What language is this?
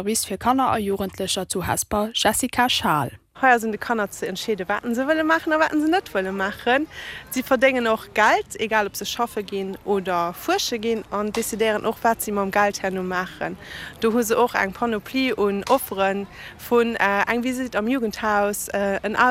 Luxembourgish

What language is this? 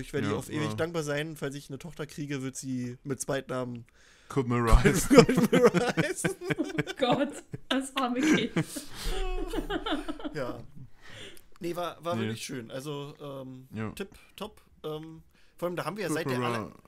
German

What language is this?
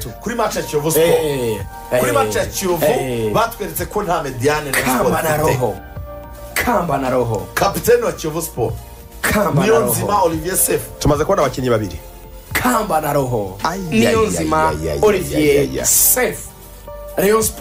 Kinyarwanda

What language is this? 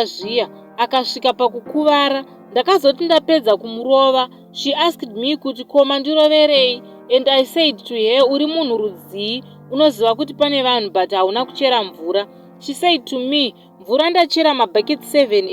Shona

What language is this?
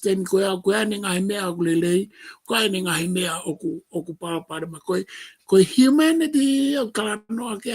Tongan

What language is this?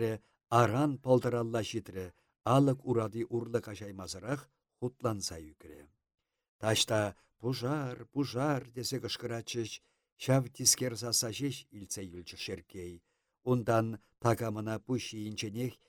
Chuvash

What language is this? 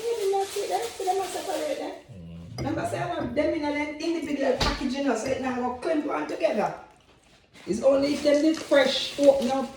Jamaican Creole English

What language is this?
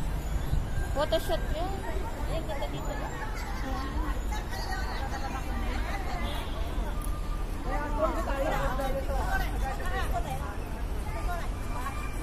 Filipino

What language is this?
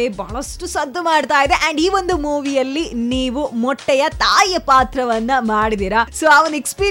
Kannada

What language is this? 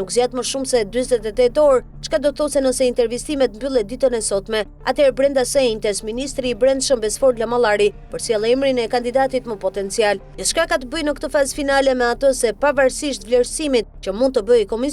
Albanian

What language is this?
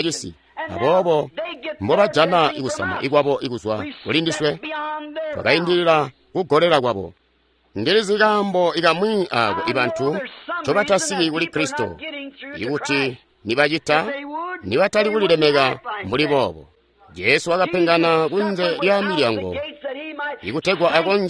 Tonga (Zambia)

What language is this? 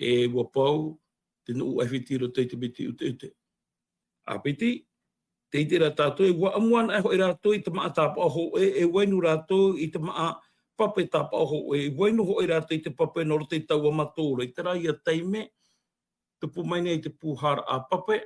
Tahitian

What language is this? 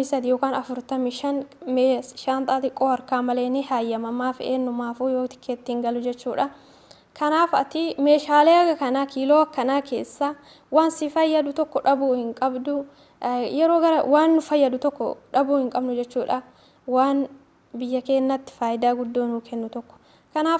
Oromo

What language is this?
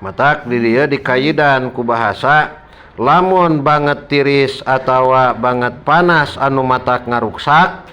Sundanese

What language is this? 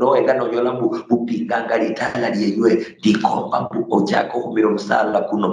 Luyia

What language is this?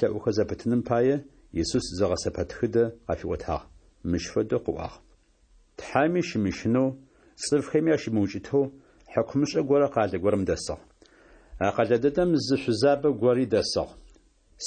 Adyghe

